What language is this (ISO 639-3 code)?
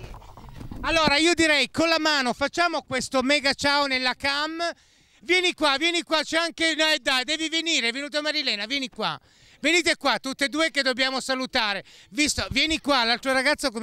ita